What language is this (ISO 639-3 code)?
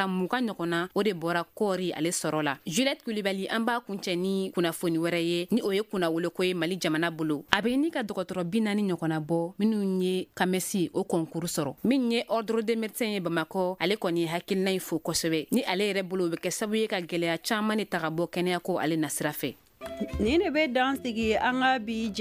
bam